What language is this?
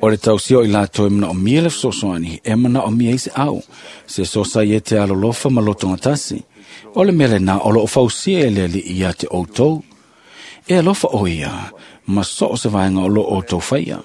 Samoan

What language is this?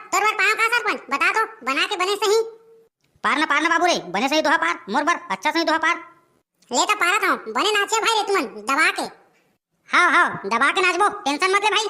Chhattisgarhi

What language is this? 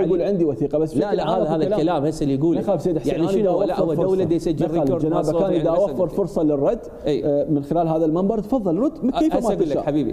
Mesopotamian Arabic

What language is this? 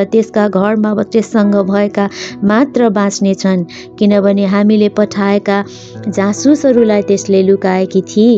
Nepali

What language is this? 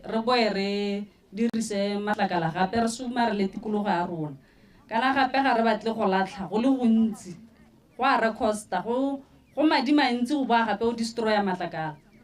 Tswana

